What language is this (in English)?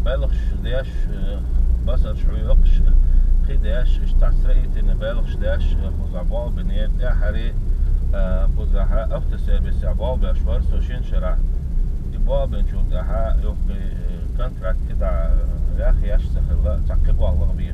Chechen